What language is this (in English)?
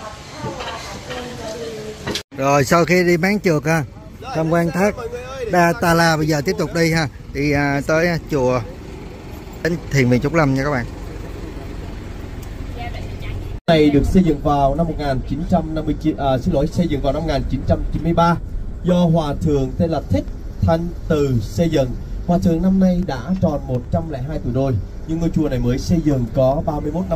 Vietnamese